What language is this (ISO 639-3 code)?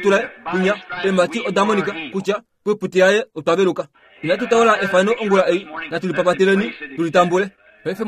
kua